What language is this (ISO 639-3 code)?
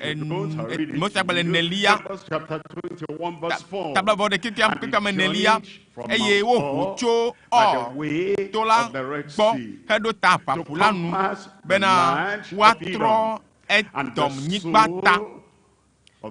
ewe